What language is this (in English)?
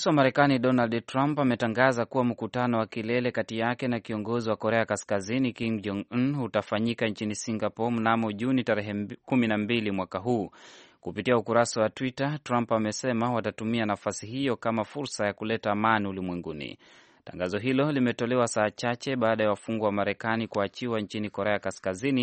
Swahili